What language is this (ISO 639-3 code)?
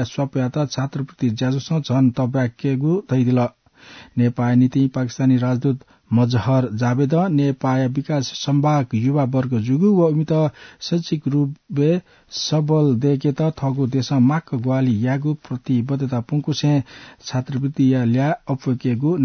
new